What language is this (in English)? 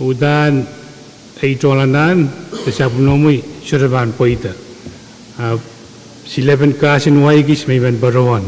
Pohnpeian